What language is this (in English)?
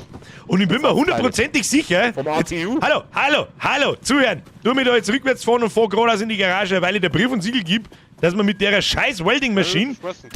Bavarian